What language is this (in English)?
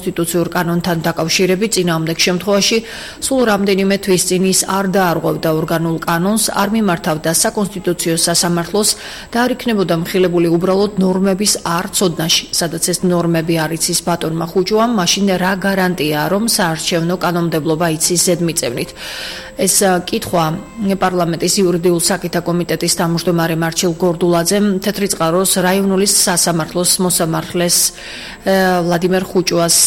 Georgian